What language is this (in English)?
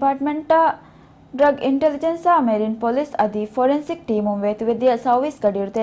Divehi